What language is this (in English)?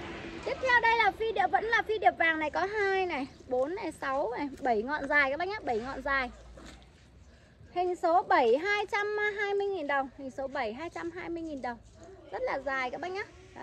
Vietnamese